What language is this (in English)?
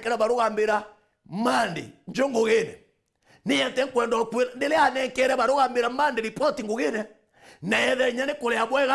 Meru